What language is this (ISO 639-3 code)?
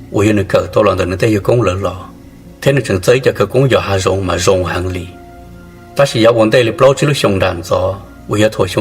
hmn